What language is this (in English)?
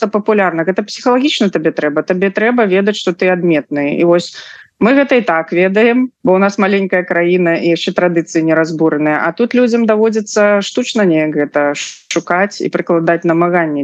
Belarusian